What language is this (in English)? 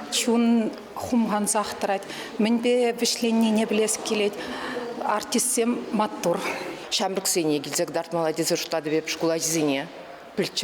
Chuvash